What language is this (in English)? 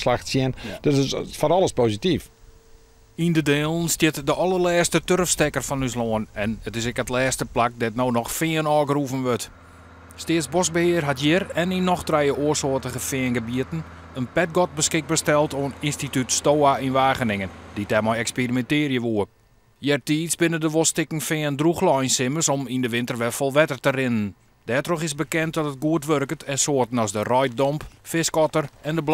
Western Frisian